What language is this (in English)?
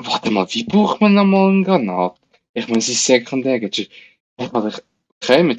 Swiss German